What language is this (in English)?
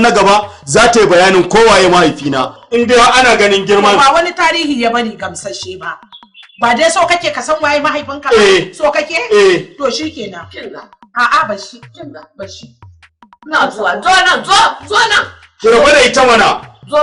Hausa